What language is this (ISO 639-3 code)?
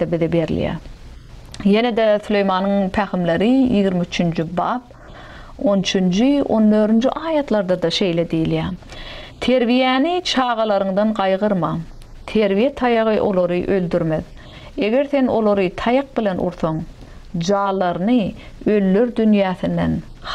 tuk